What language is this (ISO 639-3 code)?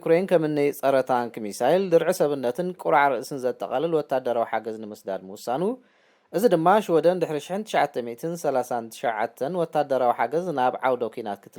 tir